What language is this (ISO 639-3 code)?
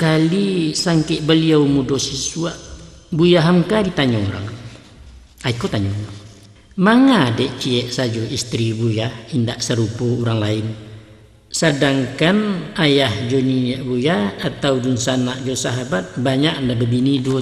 min